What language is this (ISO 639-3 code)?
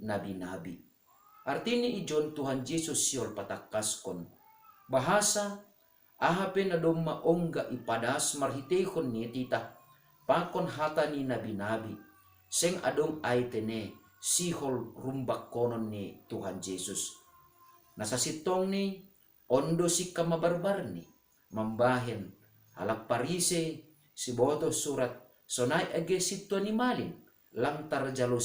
bts